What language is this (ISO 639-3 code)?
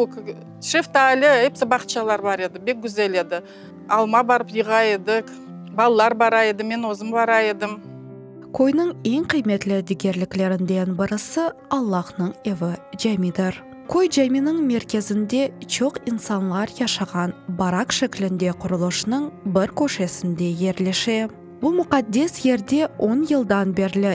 crh